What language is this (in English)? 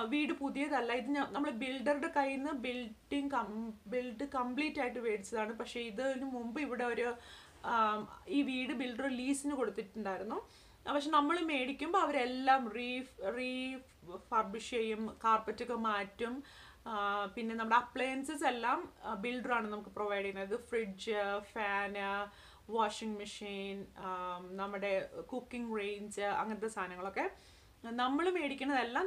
Malayalam